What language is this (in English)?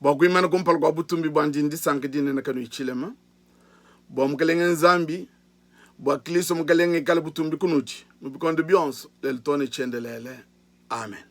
Luba-Lulua